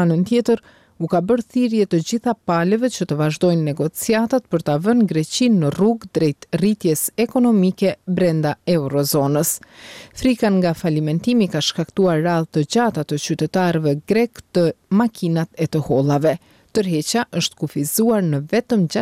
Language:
Albanian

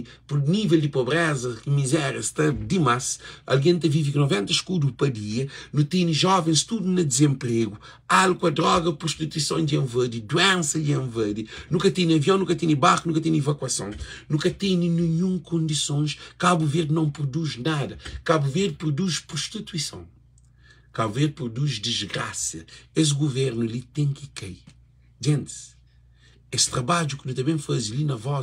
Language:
Kabuverdianu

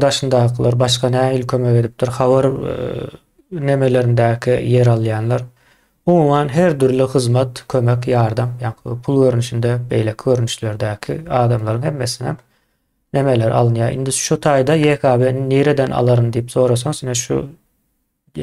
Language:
Turkmen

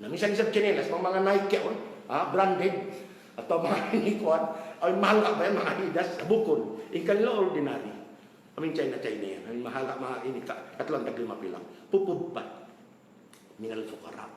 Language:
Tausug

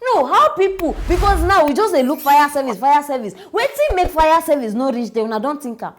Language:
Nigerian Pidgin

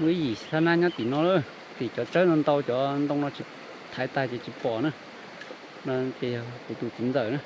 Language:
Hmong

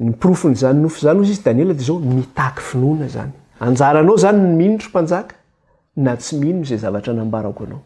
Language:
Malagasy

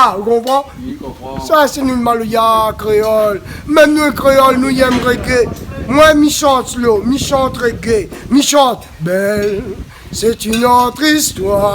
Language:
Réunion Creole French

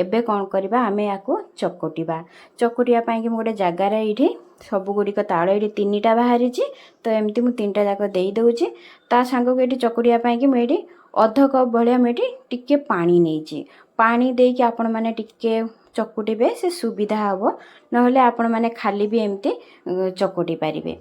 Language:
Odia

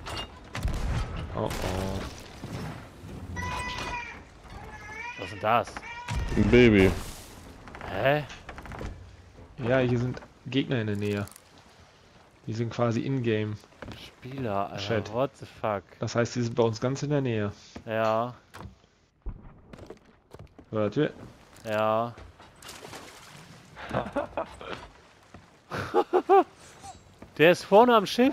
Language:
German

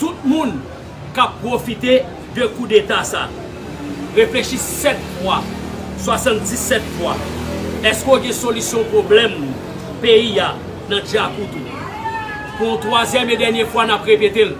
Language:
Haitian Creole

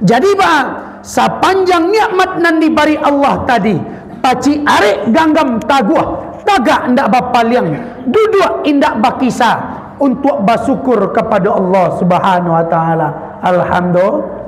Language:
Minangkabau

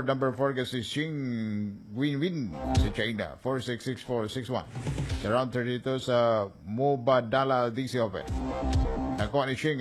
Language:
Cebuano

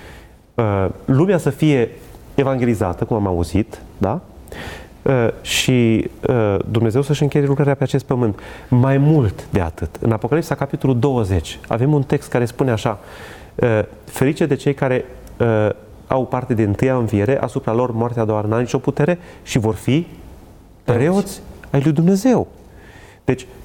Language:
Romanian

